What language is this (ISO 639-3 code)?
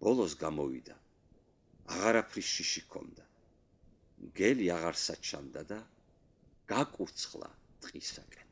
kat